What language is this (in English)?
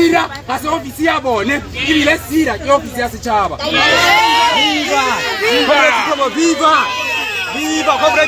Tswana